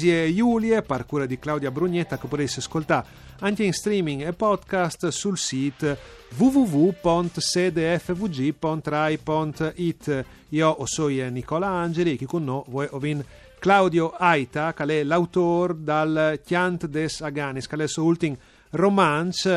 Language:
Friulian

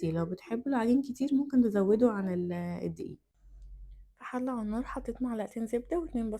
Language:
Egyptian Arabic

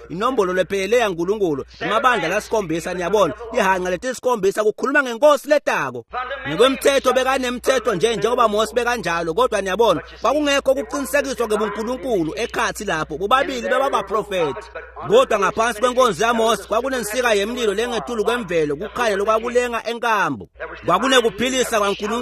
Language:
Swati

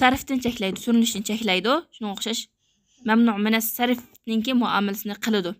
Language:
Uyghur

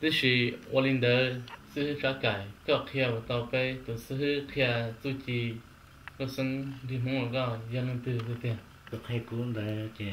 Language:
Hmong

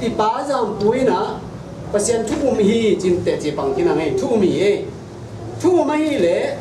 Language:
Tedim Chin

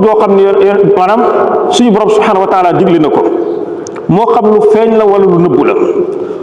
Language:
Wolof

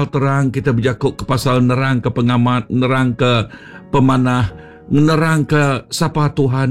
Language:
Iban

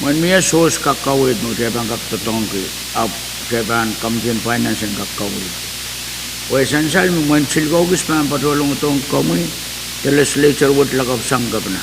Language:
Pohnpeian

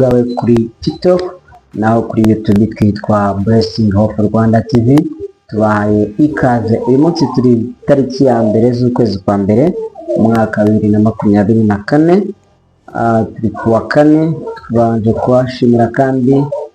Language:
Kinyarwanda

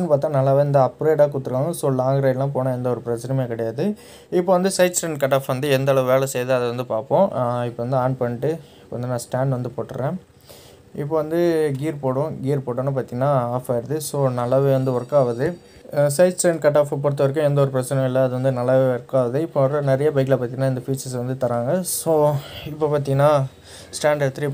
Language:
Tamil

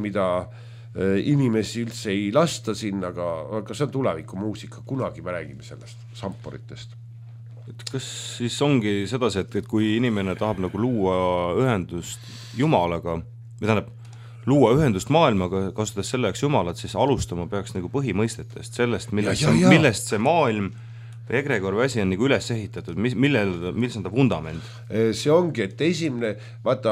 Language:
Estonian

